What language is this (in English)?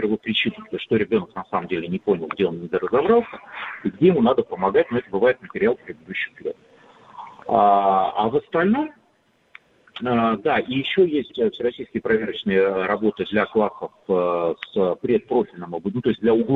Russian